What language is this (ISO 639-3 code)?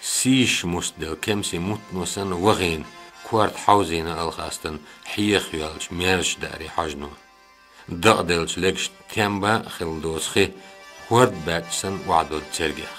che